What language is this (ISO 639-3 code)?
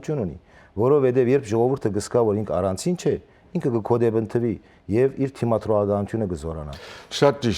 hyw